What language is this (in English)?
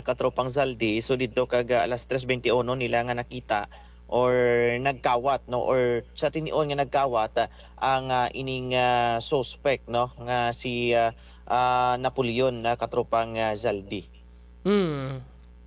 Hiligaynon